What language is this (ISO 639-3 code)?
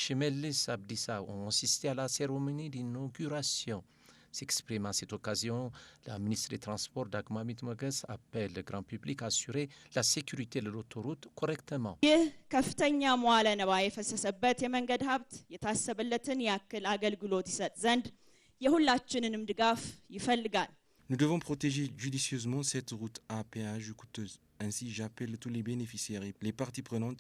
fra